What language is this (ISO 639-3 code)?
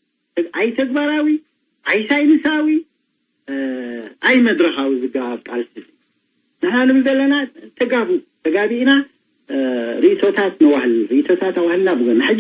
tir